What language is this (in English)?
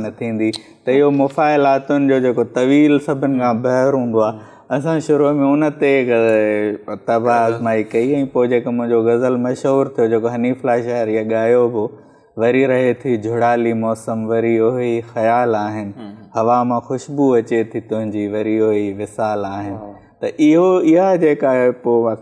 Sindhi